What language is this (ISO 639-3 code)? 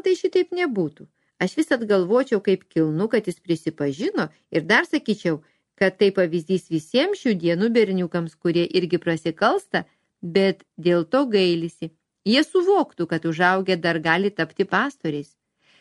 lit